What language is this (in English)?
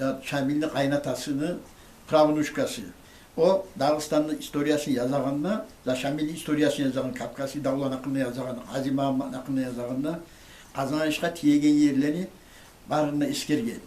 Kumyk